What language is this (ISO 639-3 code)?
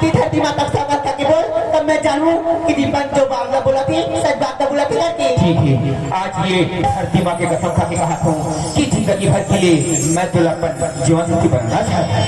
hne